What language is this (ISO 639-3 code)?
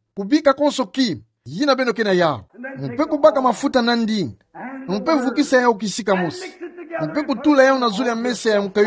ktu